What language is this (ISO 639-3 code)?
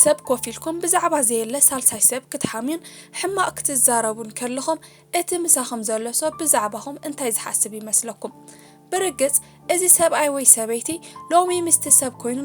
tir